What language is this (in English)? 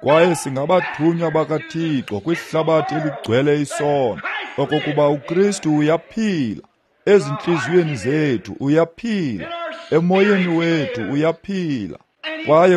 Xhosa